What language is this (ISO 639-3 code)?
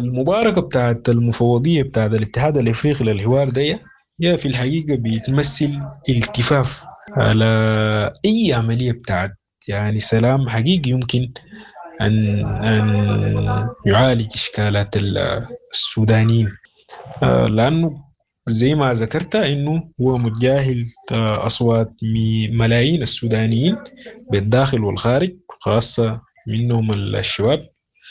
apd